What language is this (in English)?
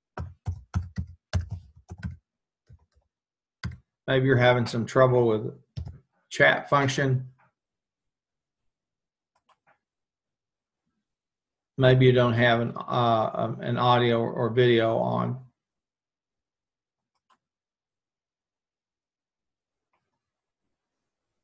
English